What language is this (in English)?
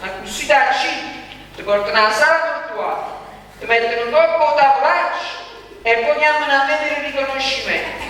Neapolitan